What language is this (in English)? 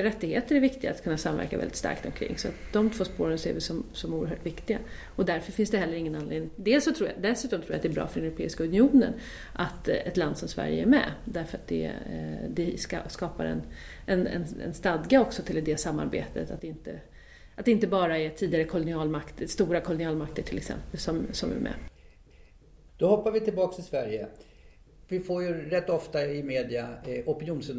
Swedish